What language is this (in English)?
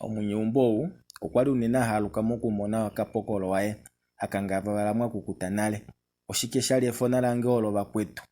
Kuanyama